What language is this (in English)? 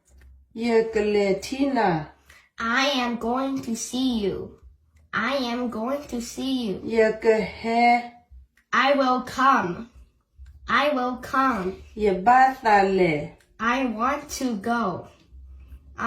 S'gaw Karen